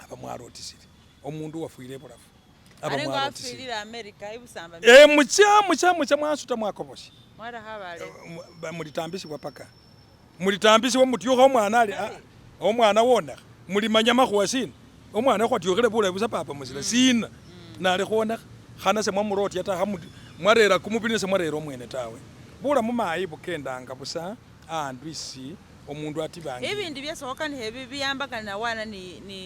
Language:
Masaaba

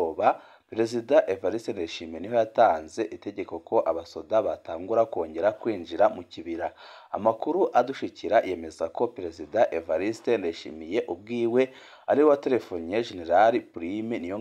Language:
Rundi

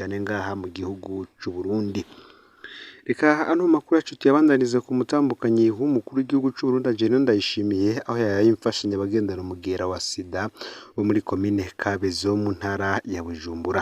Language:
Rundi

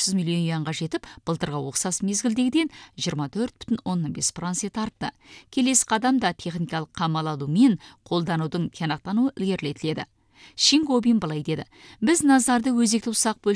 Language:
Kazakh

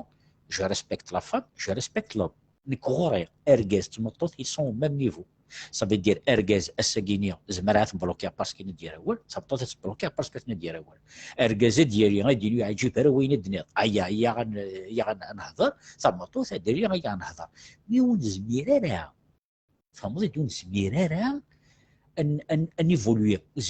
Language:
Kabyle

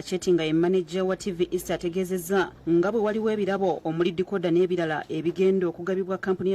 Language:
Ganda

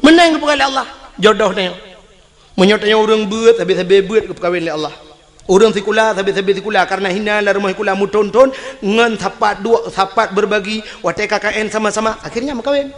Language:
Achinese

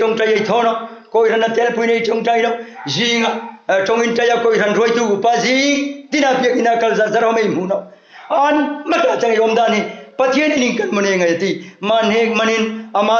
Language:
Hmar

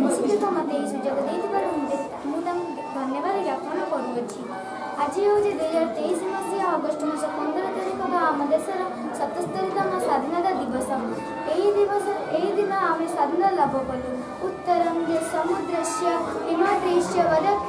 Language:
Odia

